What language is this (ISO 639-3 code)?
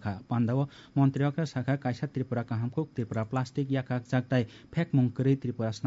trp